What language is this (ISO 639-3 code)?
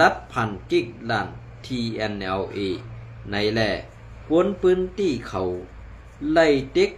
shn